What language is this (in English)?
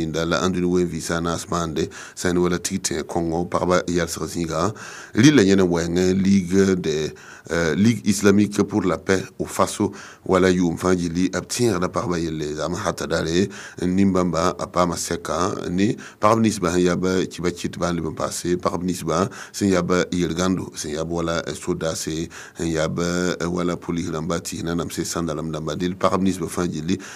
Mossi